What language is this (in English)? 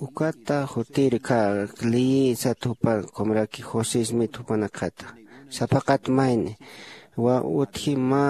Aymara